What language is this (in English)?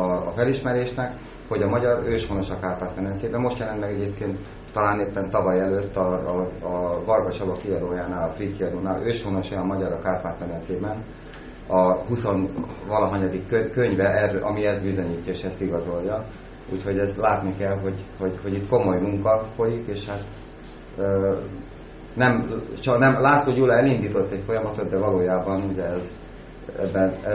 Hungarian